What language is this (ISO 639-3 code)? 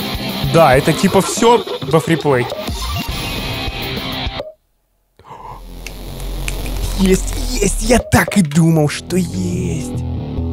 rus